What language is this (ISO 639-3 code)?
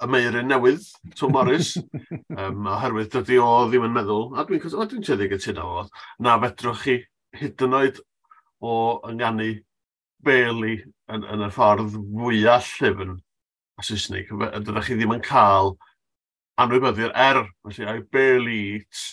cym